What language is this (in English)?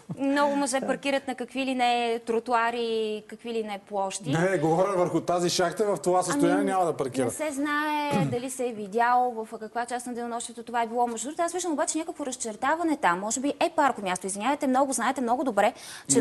Bulgarian